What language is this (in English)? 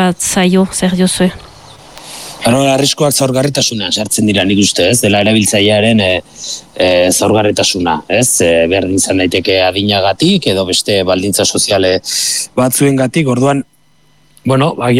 Basque